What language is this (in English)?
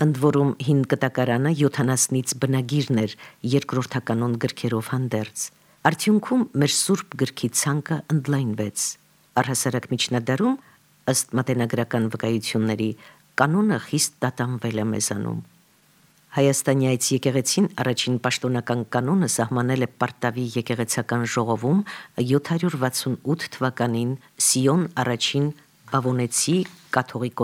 Armenian